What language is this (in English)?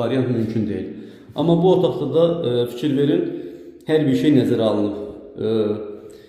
Azerbaijani